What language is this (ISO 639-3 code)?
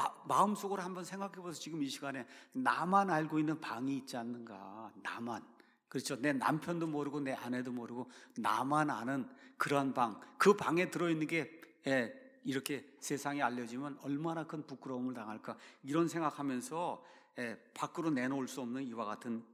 kor